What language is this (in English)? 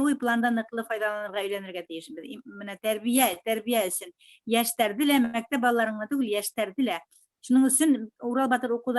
Bashkir